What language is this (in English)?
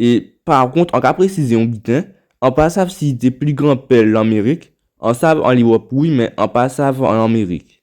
Guadeloupean Creole French